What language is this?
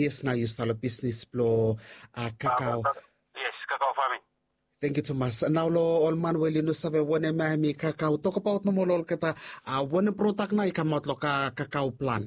Bislama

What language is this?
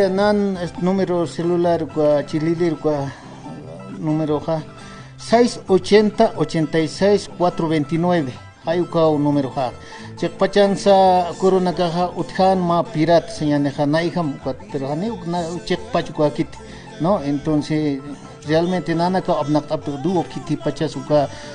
Aymara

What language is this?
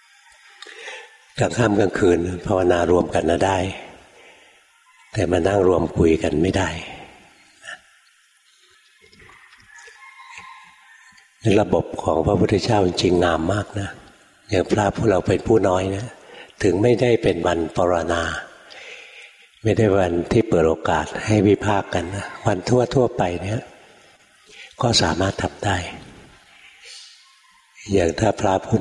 Thai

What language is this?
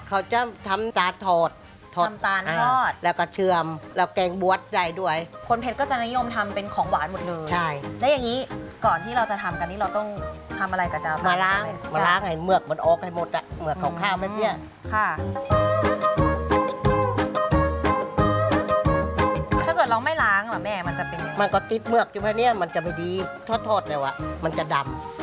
Thai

